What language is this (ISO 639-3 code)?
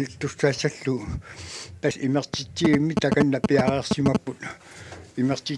kal